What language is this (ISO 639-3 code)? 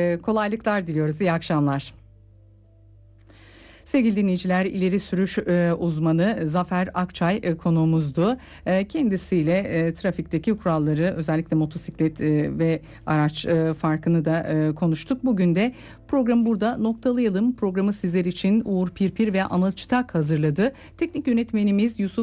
tur